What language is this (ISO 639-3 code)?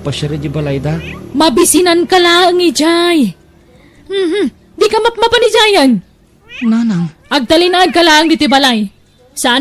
ilo